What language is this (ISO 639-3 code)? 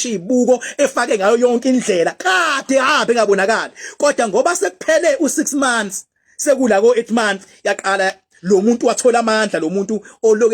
zul